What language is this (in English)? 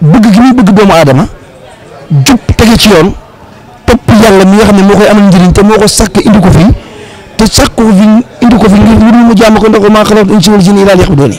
Wolof